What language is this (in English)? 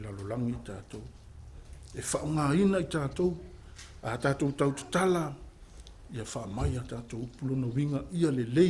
Samoan